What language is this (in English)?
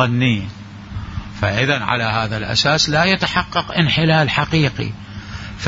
Mesopotamian Arabic